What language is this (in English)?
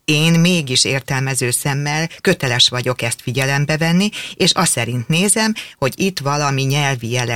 Hungarian